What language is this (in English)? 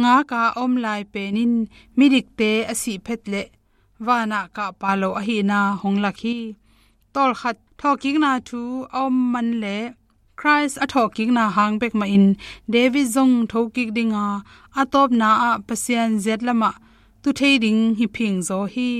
Tedim Chin